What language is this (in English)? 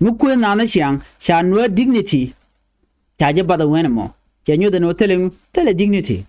Nuer